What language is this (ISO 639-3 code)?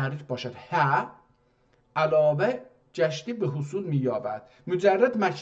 azb